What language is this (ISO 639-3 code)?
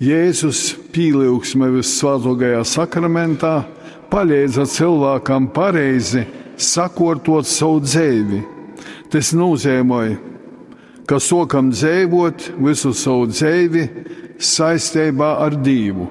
ltg